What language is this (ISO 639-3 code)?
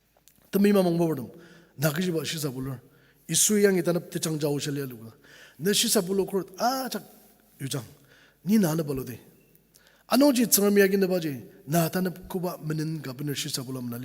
njo